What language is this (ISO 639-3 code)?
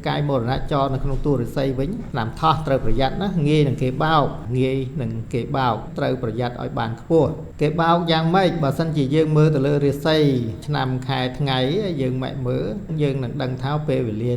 khm